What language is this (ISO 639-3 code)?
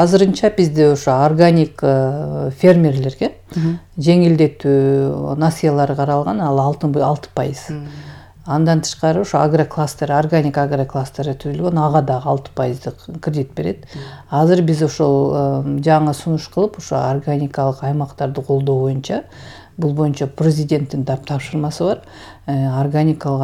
kir